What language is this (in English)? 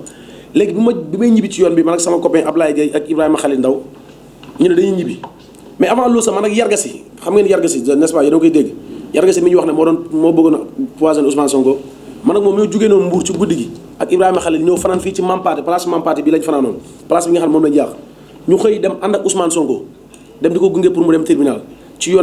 Wolof